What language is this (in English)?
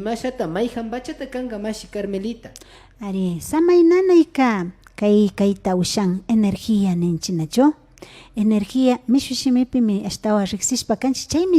Imbabura Highland Quichua